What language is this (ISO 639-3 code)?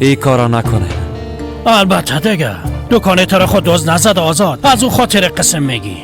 fas